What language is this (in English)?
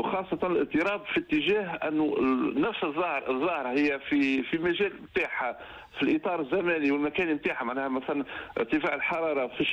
Tunisian Arabic